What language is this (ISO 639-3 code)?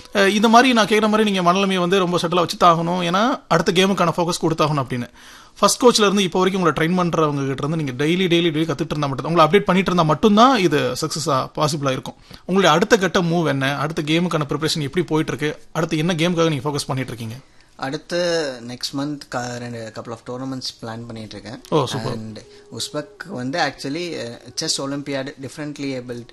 tam